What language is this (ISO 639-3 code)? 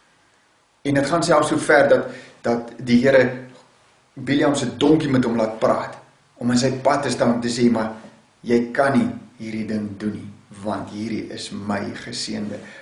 afr